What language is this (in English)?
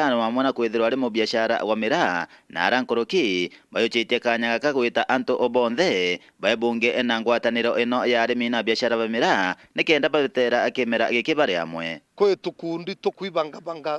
Meru